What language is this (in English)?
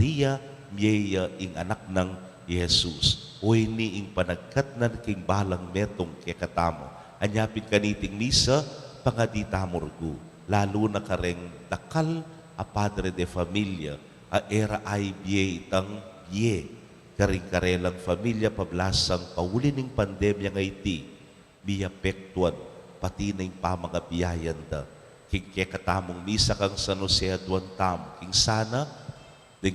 Pampanga